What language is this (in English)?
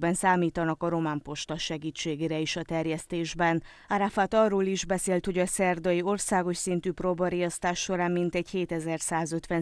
Hungarian